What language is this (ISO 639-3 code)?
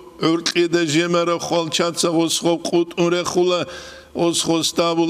ava